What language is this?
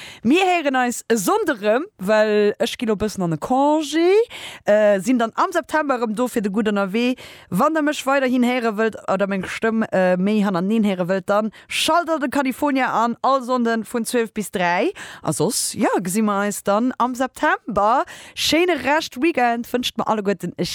Luxembourgish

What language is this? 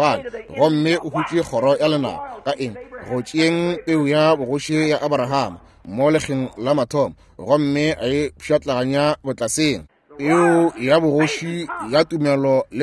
Northern Sotho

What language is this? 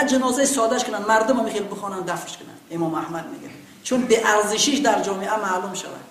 Tajik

